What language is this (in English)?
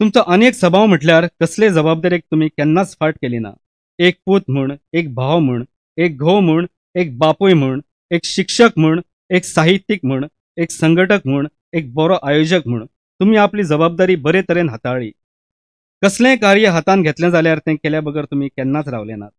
Konkani